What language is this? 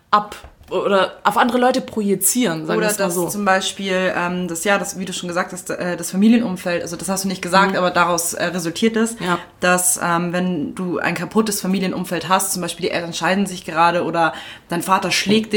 German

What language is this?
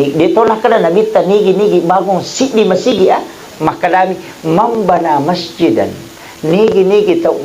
Buginese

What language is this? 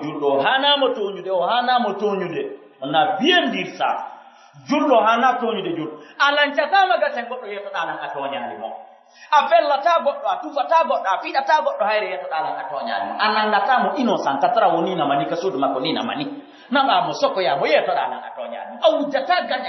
Pular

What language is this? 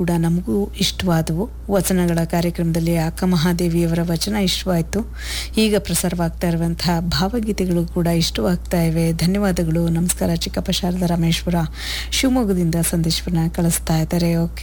Kannada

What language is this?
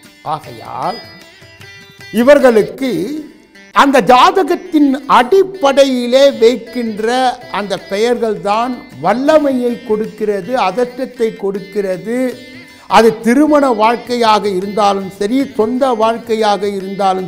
Tamil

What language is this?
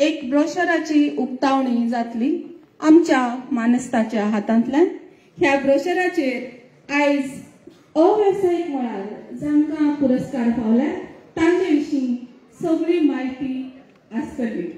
Konkani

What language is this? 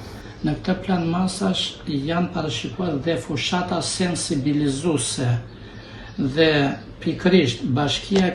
Albanian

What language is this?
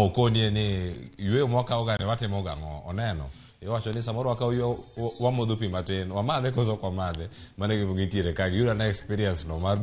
Luo (Kenya and Tanzania)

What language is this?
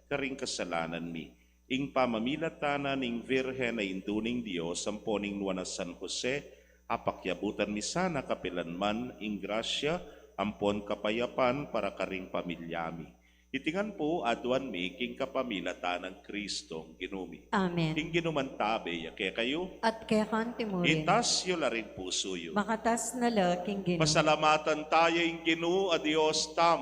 Pampanga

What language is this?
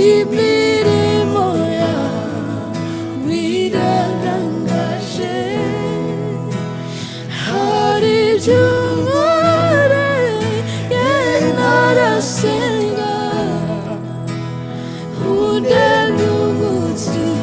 Kinyarwanda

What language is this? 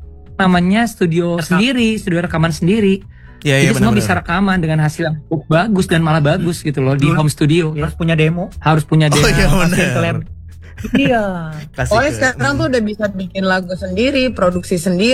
Indonesian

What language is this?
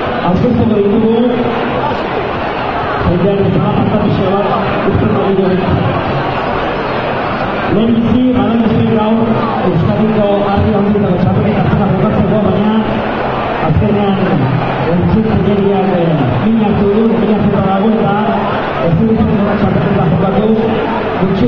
Basque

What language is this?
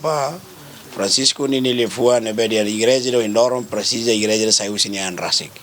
Tetum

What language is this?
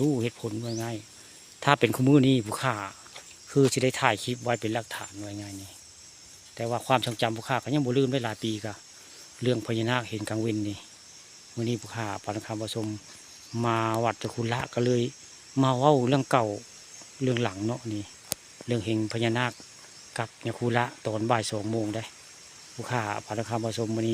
Northeastern Thai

